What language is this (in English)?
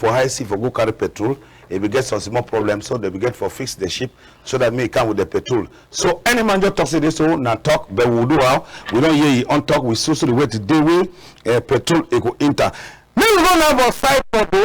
Cameroon Pidgin